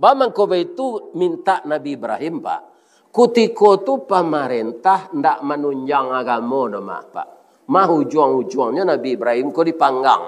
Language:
Minangkabau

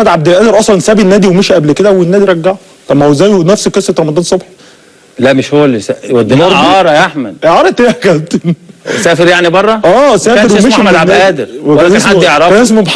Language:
Egyptian Arabic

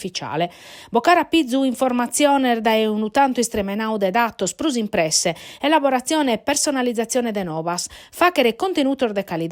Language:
Sardinian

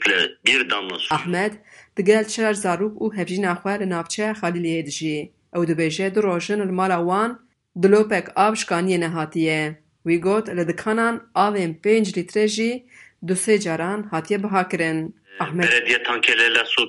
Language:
Kurdish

